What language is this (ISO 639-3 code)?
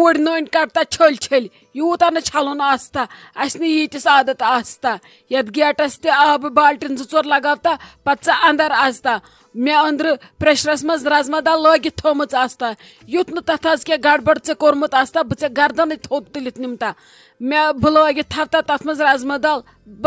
kas